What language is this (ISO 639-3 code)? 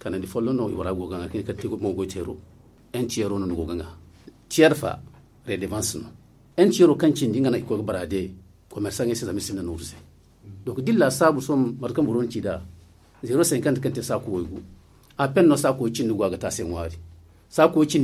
dje